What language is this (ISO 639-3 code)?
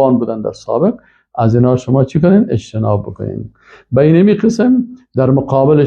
fas